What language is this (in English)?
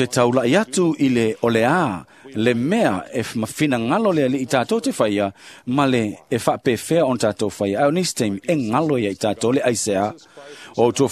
Samoan